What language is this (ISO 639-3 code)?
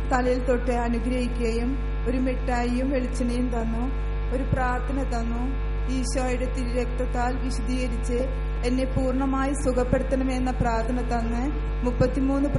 mal